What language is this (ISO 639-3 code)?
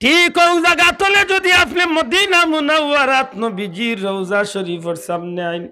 syl